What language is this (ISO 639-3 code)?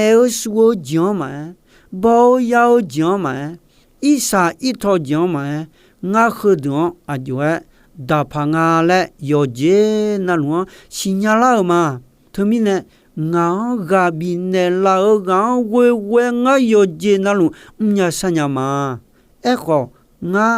ahk